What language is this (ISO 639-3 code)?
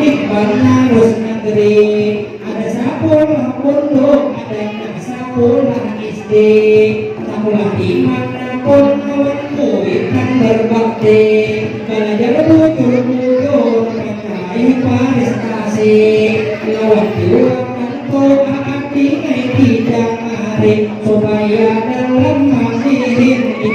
bjn